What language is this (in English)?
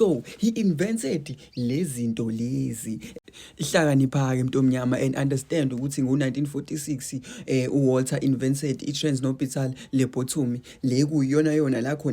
Zulu